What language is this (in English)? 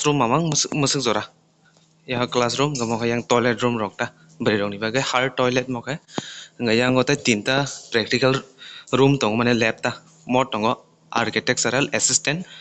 Kok Borok